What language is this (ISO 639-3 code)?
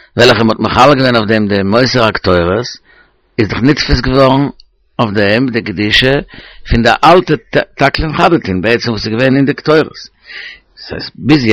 yid